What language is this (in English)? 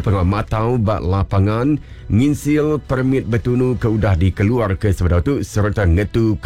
Iban